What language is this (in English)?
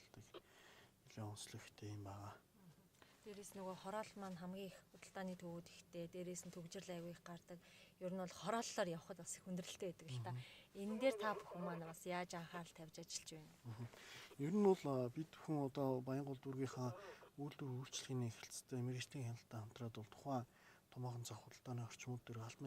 Mongolian